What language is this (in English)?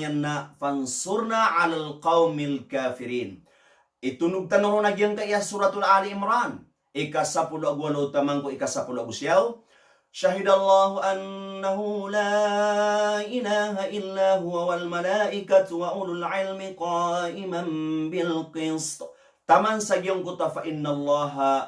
Maranao